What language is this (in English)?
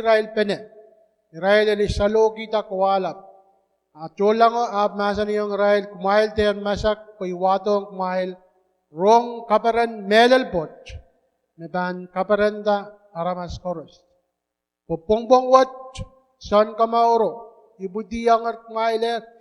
Pohnpeian